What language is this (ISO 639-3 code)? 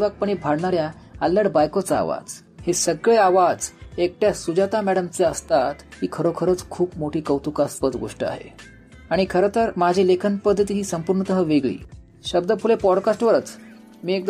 mar